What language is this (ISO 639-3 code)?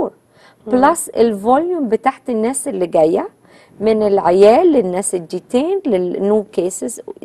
arz